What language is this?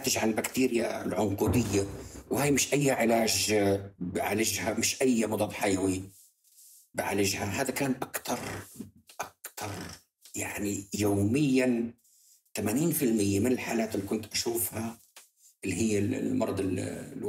North Levantine Arabic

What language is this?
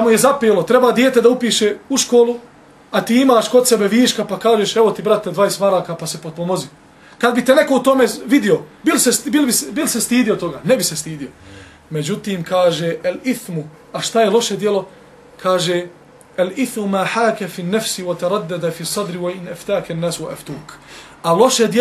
Bosnian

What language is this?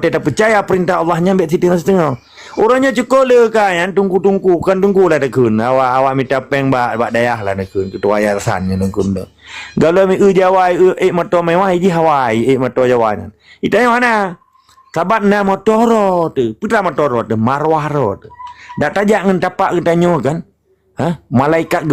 Achinese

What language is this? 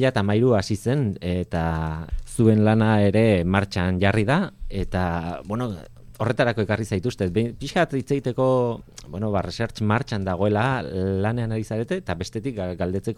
Basque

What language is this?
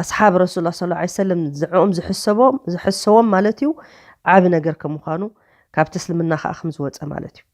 Tigrinya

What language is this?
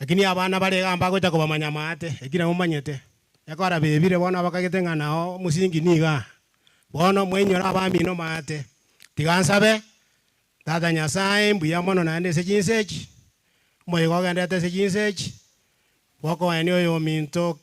Gusii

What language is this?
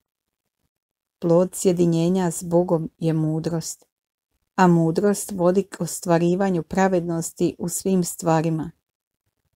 Croatian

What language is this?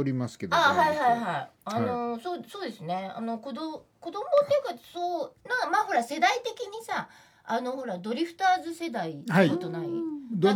Japanese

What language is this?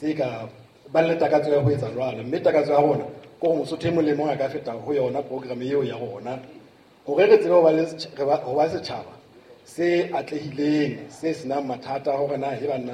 Southern Sotho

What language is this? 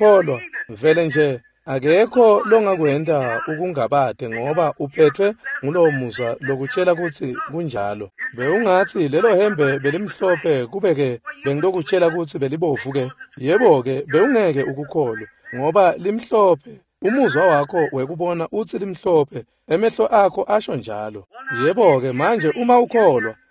Swati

